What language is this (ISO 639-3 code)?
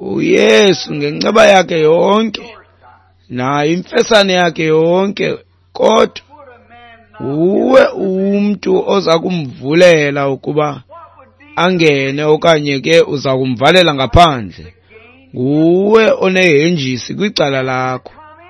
xho